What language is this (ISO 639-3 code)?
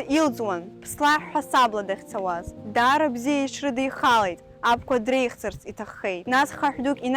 abk